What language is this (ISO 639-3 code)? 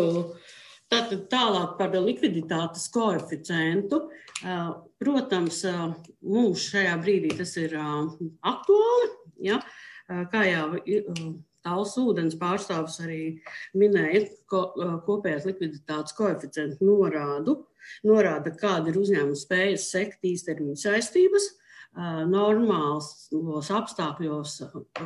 lav